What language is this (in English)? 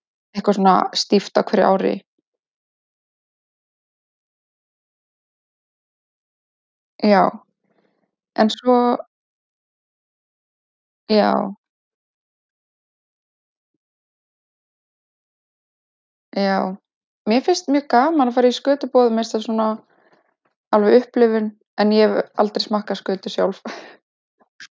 Icelandic